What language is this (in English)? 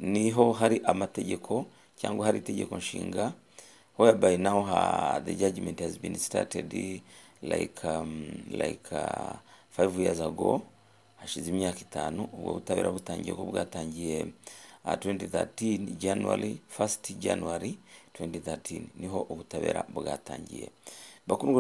Kinyarwanda